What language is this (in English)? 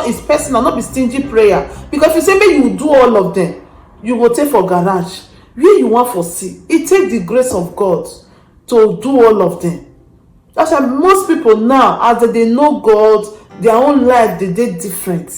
Nigerian Pidgin